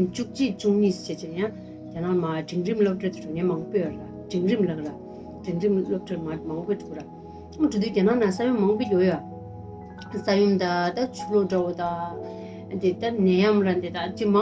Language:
Tibetan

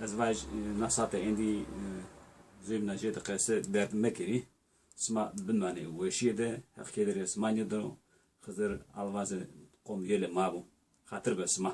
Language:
Zaza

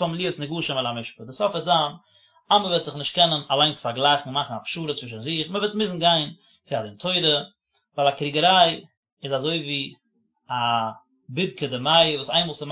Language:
Yiddish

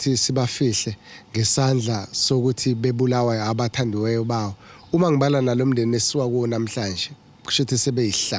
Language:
Zulu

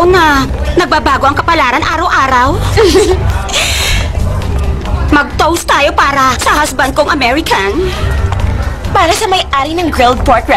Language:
Filipino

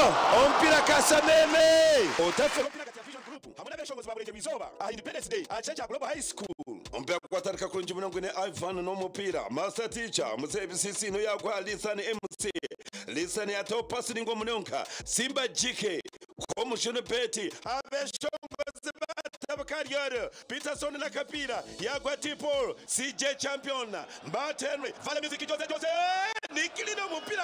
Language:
Nyankole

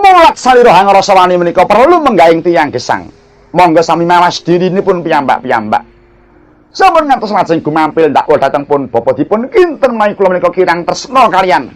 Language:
Javanese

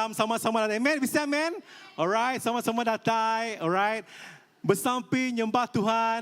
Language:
Iban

